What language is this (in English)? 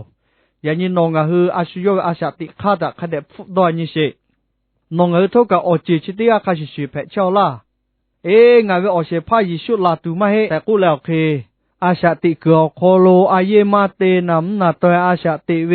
Lahu